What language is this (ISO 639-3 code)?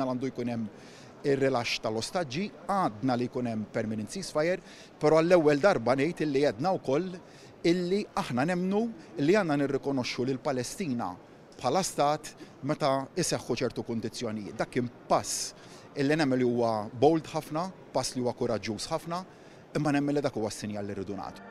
mlt